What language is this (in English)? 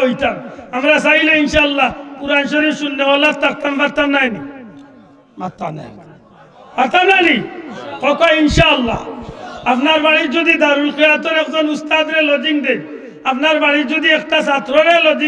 Sylheti